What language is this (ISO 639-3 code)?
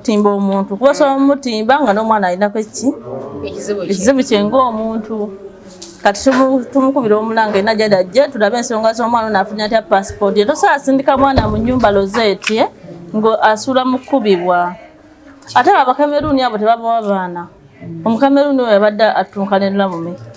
lug